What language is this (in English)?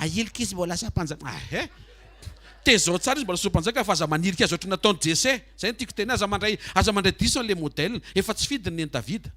Malagasy